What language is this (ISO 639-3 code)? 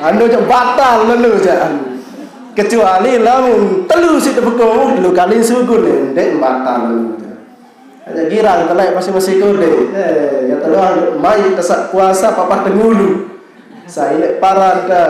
sas